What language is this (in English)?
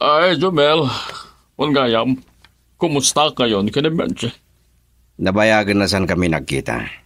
Iloko